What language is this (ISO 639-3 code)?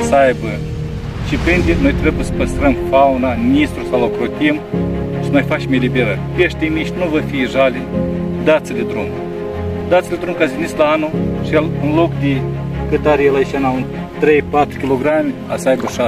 ron